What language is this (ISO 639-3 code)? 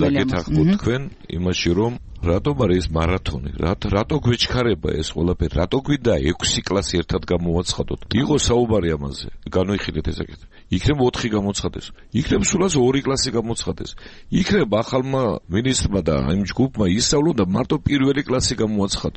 kat